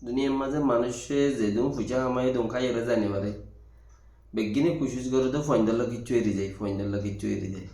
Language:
Rohingya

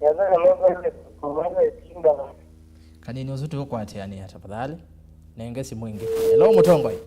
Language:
Kamba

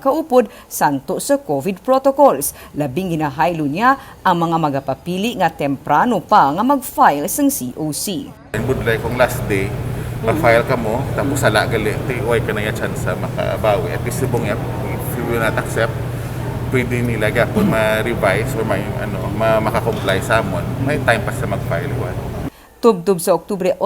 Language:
Hiligaynon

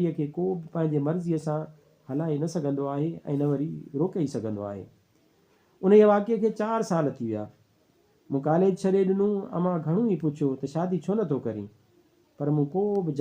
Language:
Sindhi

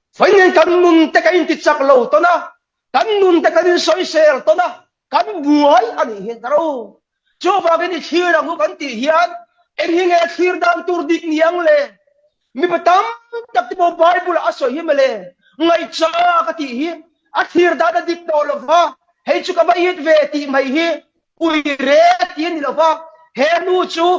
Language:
Mizo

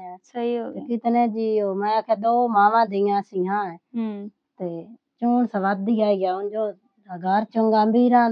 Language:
Punjabi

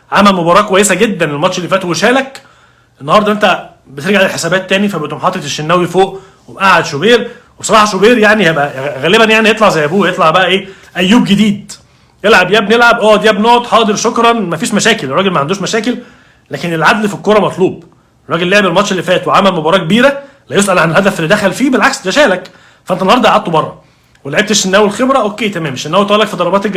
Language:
Egyptian Arabic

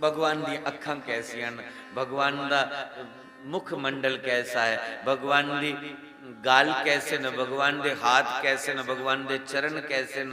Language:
Dogri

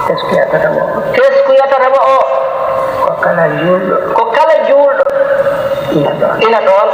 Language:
Fula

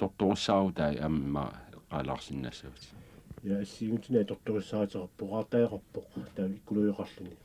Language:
Kalaallisut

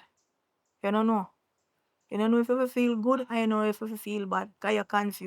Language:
Jamaican Creole English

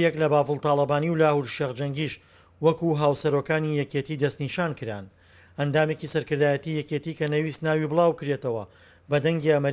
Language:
Central Kurdish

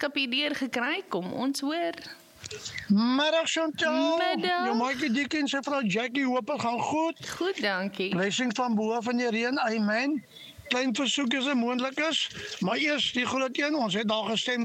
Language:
Afrikaans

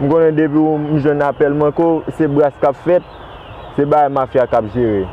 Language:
Haitian Creole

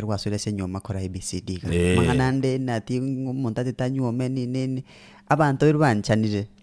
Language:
Gusii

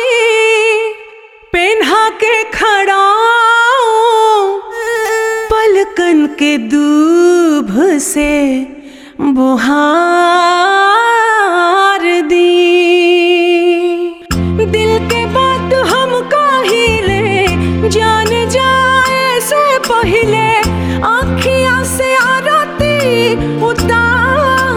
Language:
Bhojpuri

